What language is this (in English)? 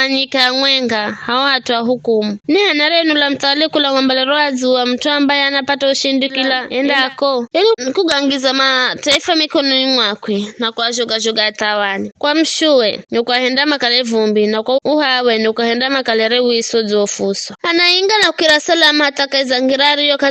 Giryama